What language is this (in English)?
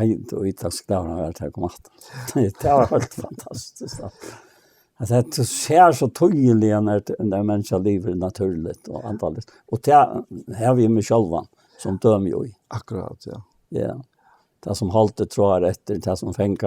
Faroese